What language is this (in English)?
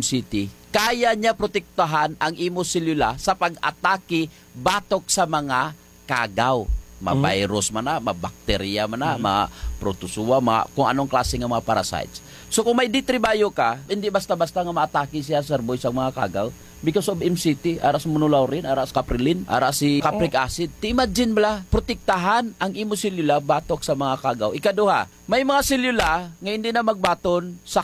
Hiligaynon